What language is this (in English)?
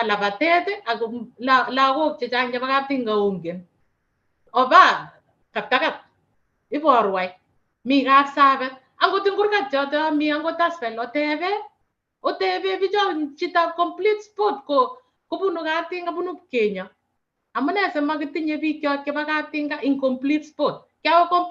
Kalenjin